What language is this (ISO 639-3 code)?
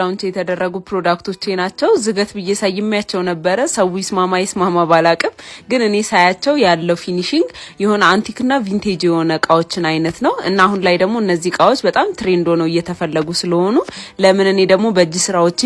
amh